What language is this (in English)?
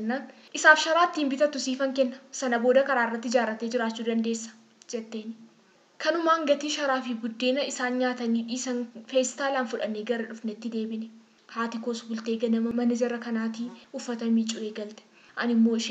Oromo